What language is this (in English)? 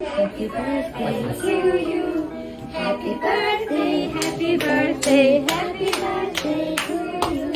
Bashkir